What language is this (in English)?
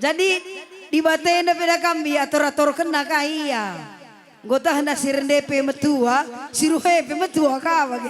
Batak Karo